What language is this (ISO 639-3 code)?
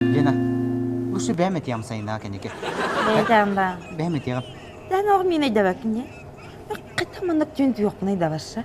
sah